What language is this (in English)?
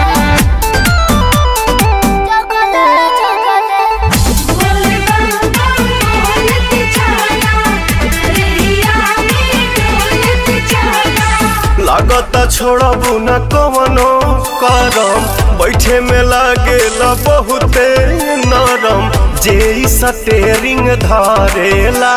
Bhojpuri